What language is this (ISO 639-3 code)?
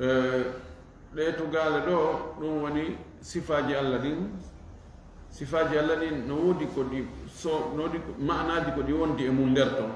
ful